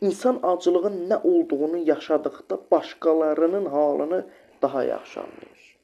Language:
Azerbaijani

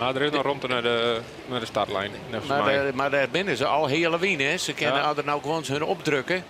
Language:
Western Frisian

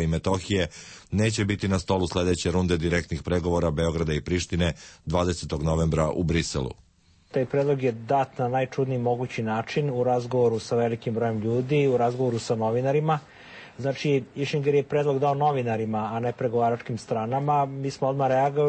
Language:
Serbian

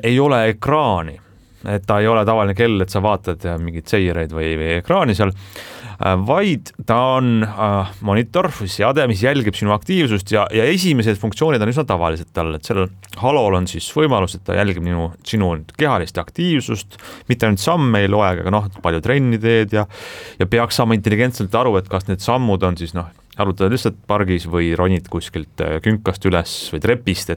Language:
Estonian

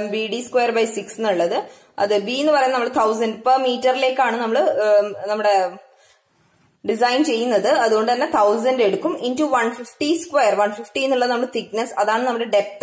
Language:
Malayalam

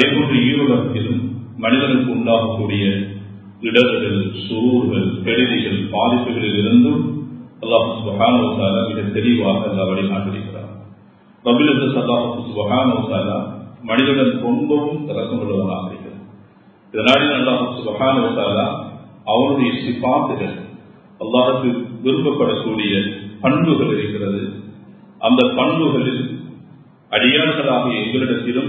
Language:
Tamil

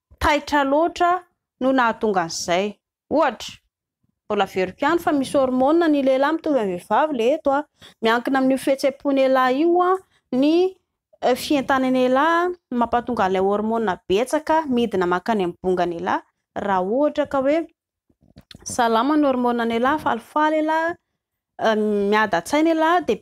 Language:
Malagasy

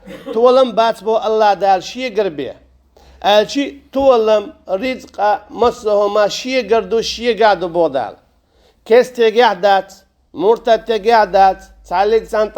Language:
Chechen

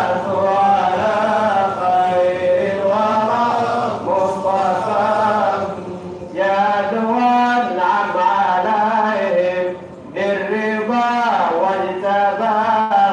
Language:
Swahili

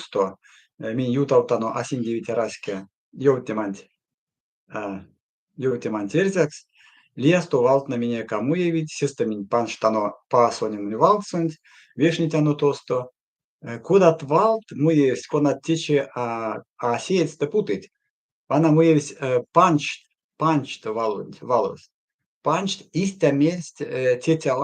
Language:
Erzya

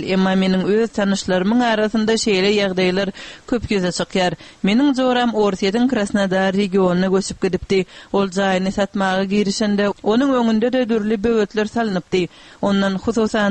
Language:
Turkmen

